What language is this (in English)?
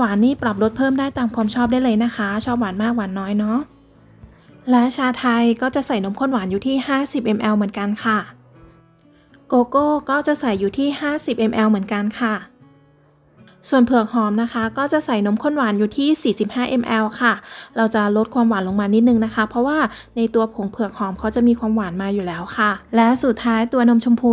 Thai